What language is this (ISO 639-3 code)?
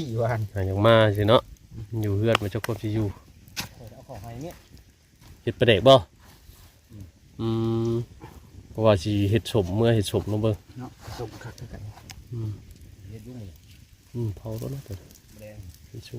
tts